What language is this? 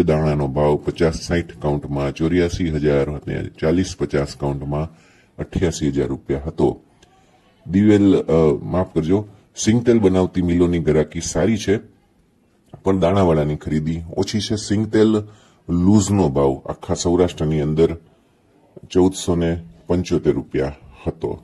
Gujarati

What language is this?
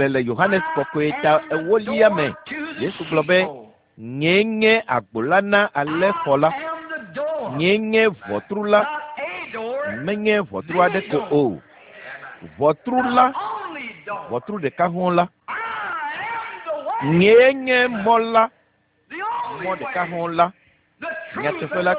Ewe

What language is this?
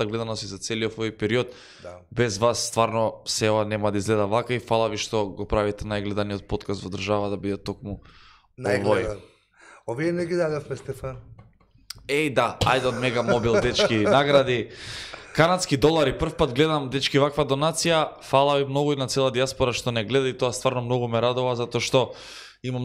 Macedonian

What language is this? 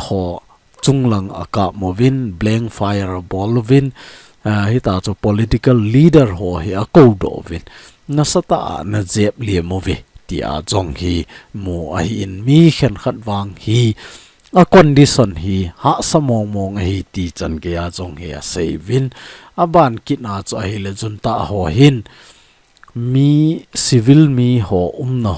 Thado Chin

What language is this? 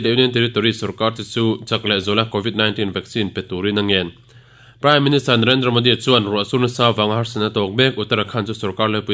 Mizo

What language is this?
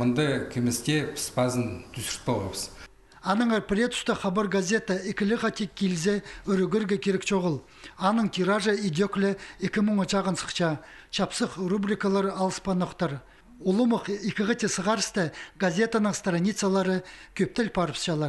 Khakas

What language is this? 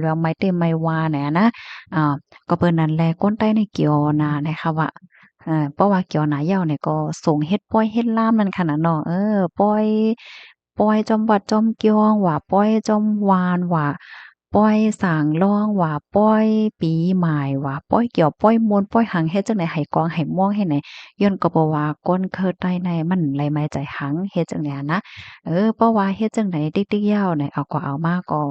Shan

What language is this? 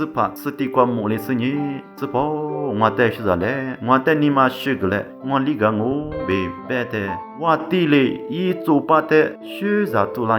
Lisu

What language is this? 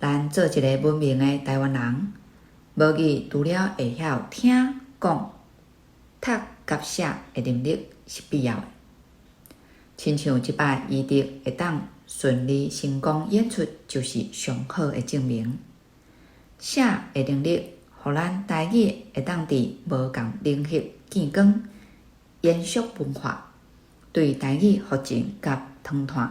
Min Nan Chinese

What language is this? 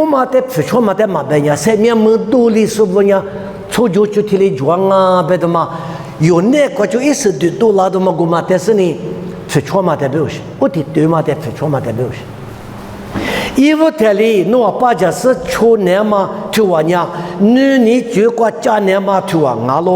Lisu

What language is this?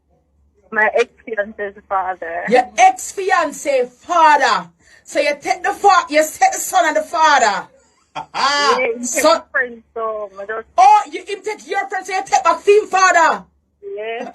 Jamaican Creole English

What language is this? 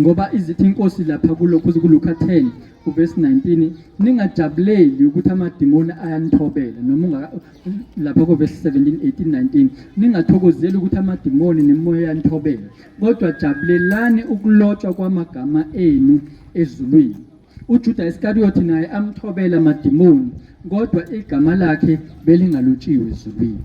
Zulu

